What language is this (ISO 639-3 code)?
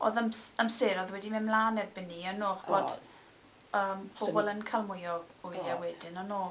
cym